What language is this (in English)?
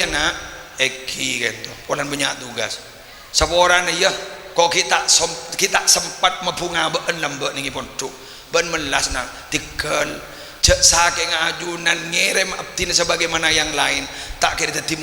Madurese